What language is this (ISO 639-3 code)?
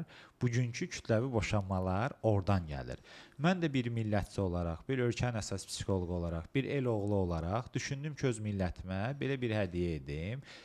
aze